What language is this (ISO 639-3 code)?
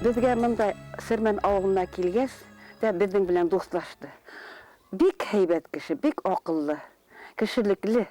bak